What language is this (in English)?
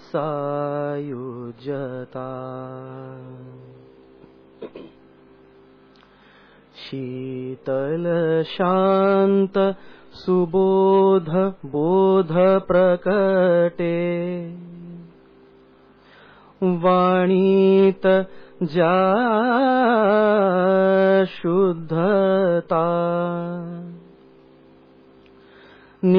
Marathi